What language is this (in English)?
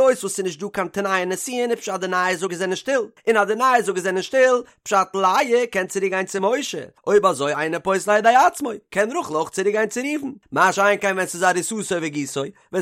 Yiddish